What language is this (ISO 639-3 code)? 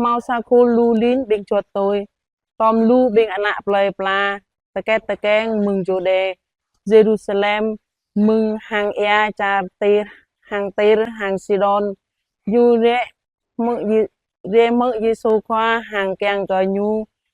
jra